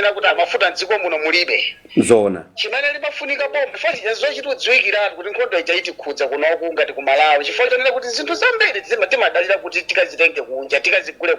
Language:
Nyanja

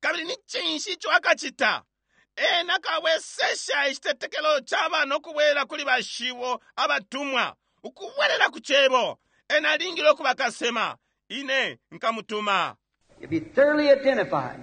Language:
Bemba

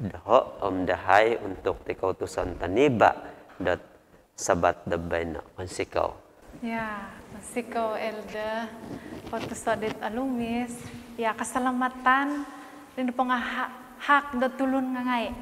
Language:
Central Dusun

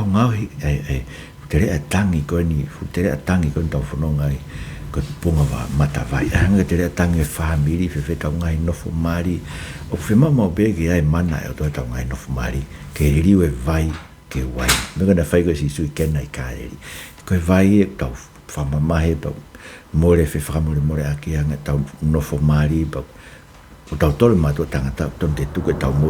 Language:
Tongan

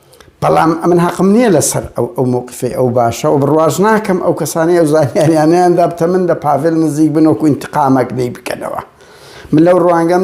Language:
Central Kurdish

